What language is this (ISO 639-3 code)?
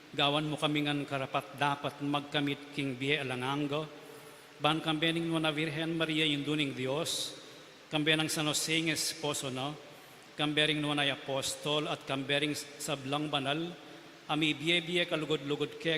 pam